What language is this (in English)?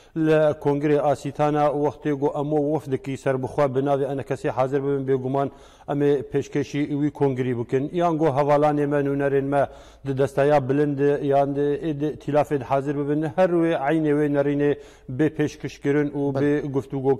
Kurdish